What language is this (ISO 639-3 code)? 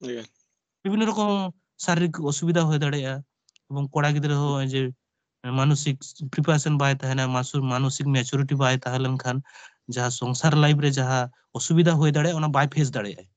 sat